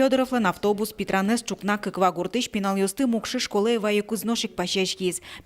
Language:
Udmurt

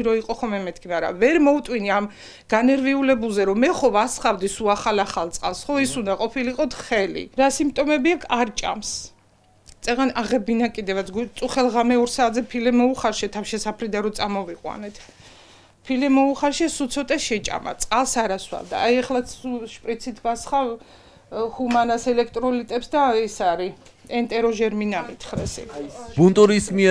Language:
Georgian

